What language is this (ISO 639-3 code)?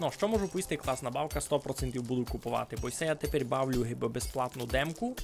rue